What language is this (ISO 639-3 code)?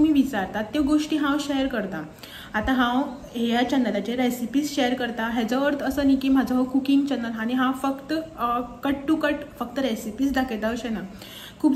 kok